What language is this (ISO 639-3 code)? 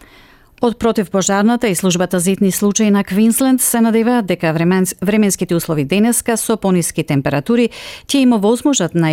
mkd